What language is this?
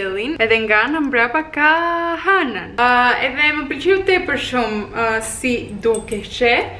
Albanian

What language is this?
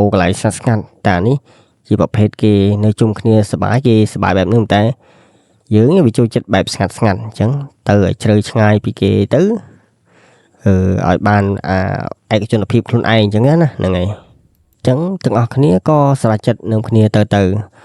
Khmer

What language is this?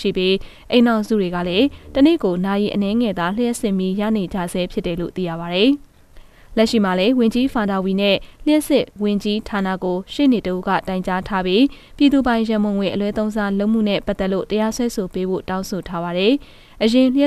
Burmese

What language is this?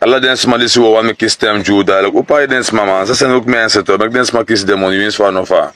Sranan Tongo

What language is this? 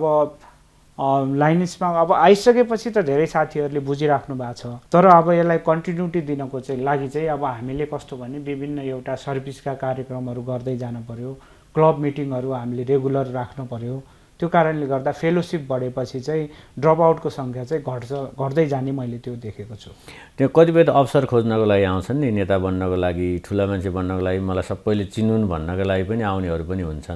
Nepali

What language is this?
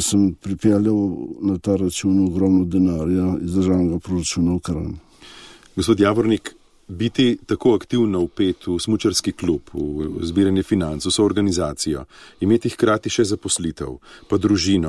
Slovenian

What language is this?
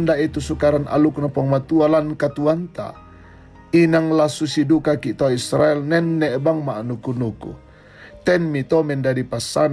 Toraja-Sa'dan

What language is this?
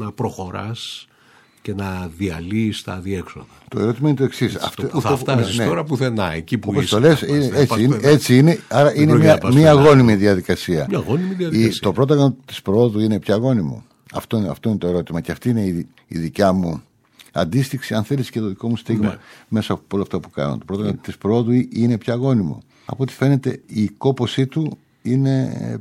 Greek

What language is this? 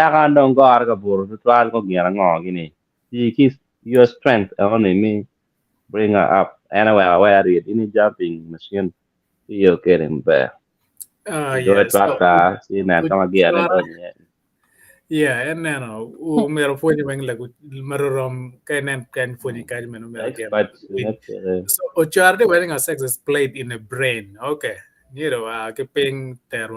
Acoli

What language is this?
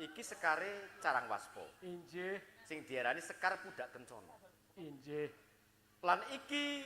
Javanese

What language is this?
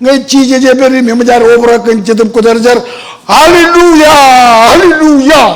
Marshallese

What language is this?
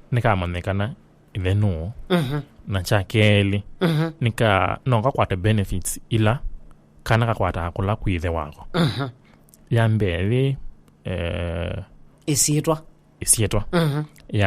Kamba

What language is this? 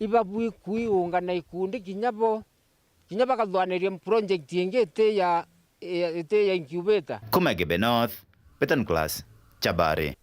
Meru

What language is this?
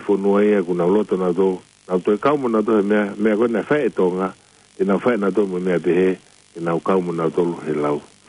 Tongan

